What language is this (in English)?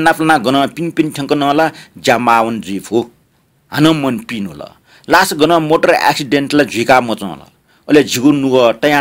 Newari